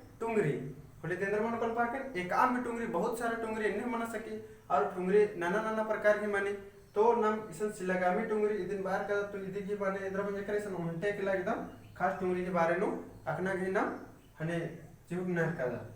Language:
Kurukh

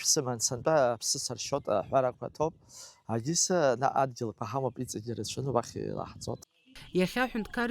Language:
Abkhazian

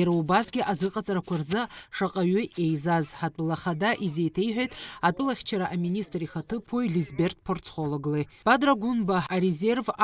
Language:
Abkhazian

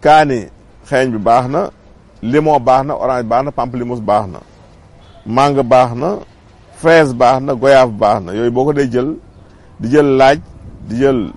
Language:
Wolof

